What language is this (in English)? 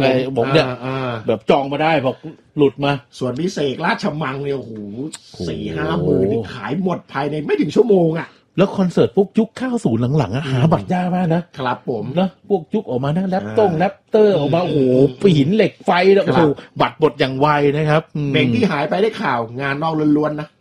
Thai